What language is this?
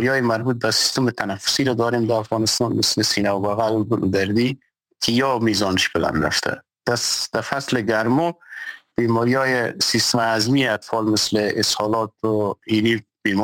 Persian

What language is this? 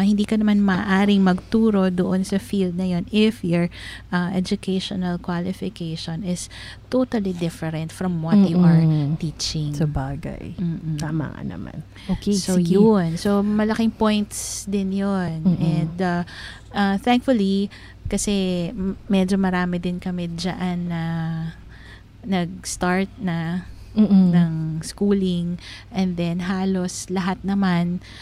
Filipino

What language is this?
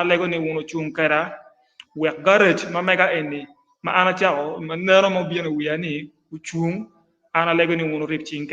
Acoli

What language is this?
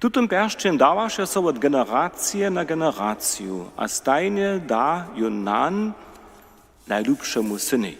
Upper Sorbian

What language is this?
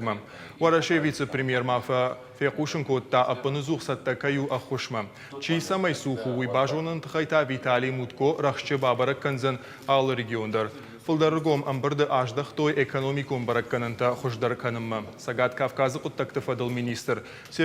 Ossetic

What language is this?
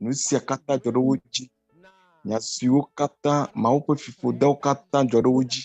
Ewe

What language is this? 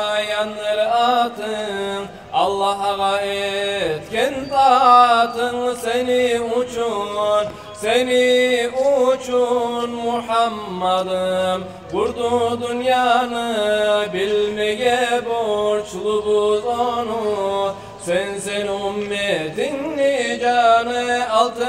Kumyk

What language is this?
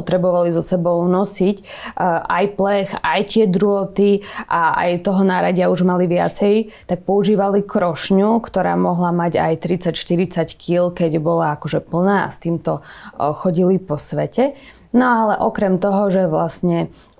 Slovak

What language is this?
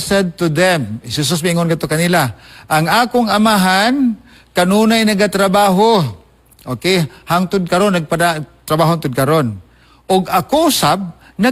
Cebuano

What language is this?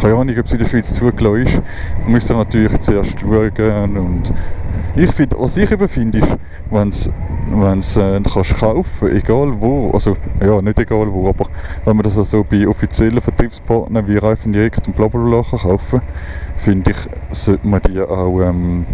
Swiss German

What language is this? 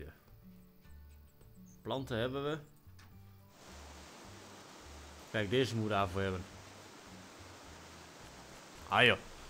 Dutch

